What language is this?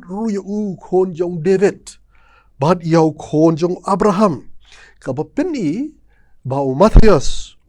Khasi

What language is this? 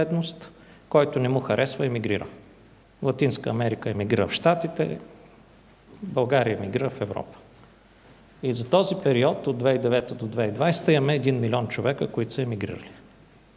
Bulgarian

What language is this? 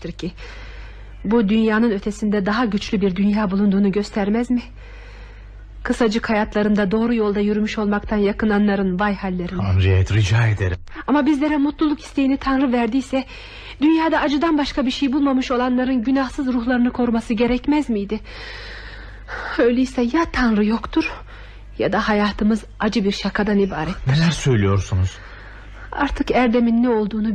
Turkish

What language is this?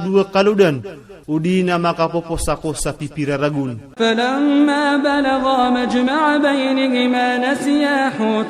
Iranun (Philippines)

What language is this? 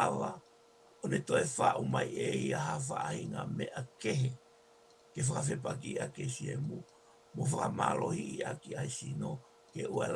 Tongan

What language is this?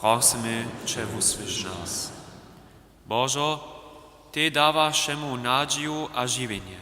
Upper Sorbian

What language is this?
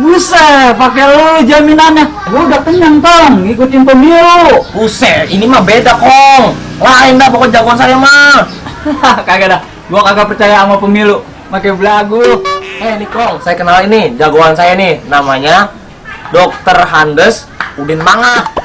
Betawi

